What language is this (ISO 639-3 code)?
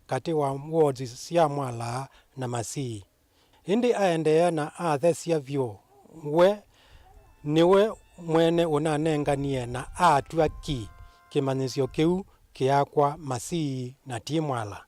kam